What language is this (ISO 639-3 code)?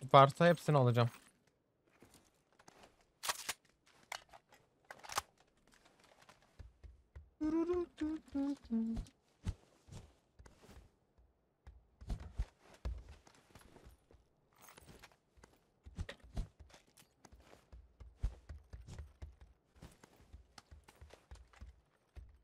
tur